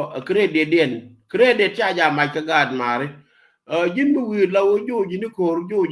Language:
Nuer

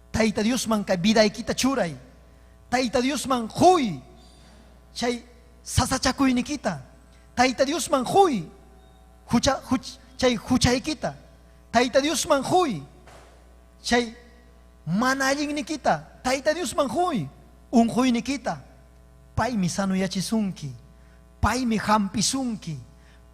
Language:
Ayacucho Quechua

